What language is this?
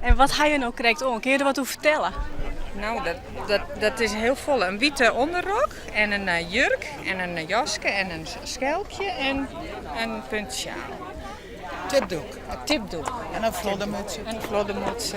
Western Frisian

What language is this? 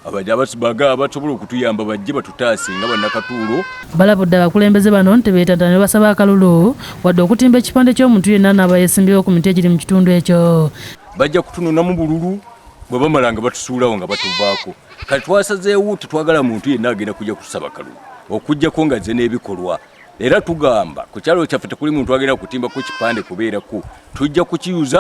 Ganda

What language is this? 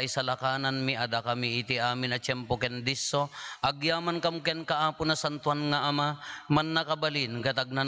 Iloko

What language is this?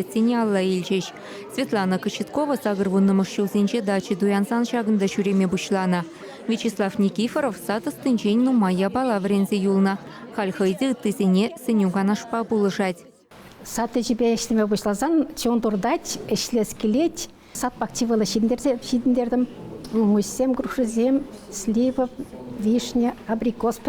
Chuvash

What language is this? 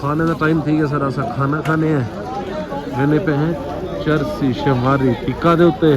Saraiki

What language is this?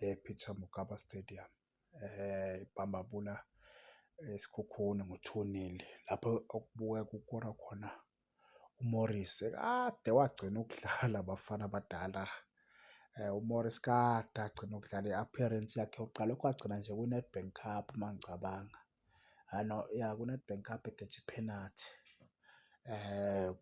Zulu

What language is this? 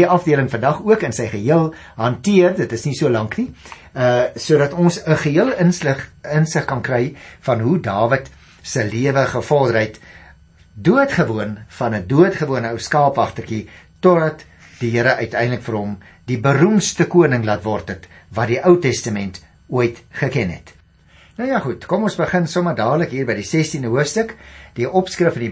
Afrikaans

